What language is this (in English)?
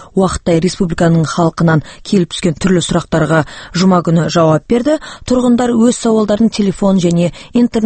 Kazakh